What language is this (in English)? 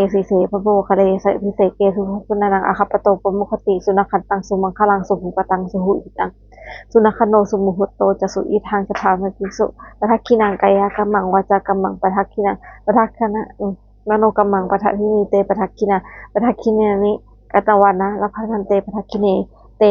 Pali